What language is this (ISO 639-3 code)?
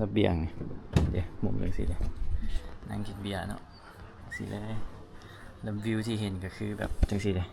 lao